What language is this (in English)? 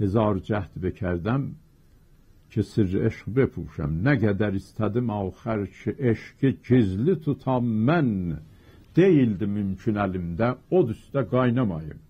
South Azerbaijani